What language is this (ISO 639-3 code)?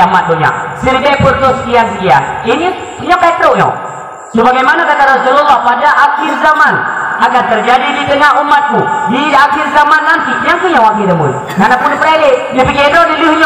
ace